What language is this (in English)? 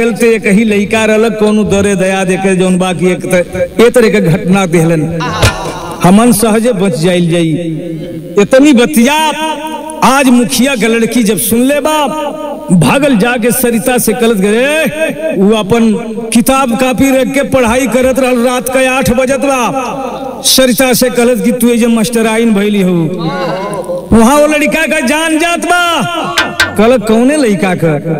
Bhojpuri